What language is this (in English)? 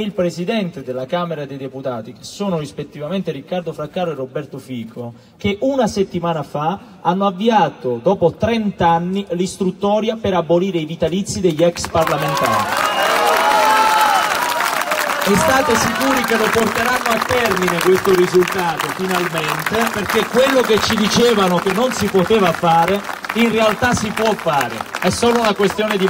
Italian